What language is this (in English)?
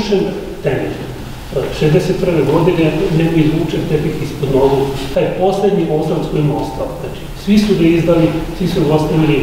Serbian